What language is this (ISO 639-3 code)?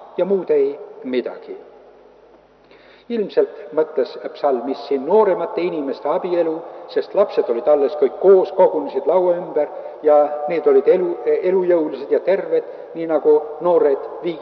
est